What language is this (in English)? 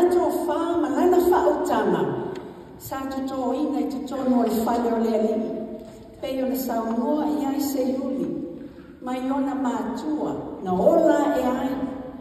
Samoan